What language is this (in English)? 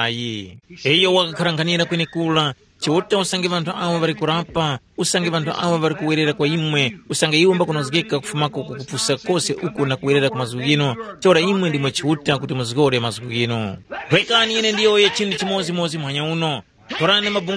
Tumbuka